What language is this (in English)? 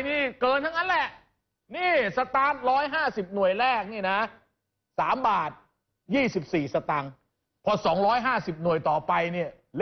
Thai